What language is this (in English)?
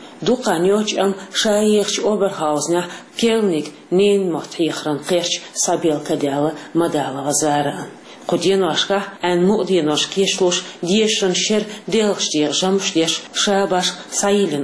Chechen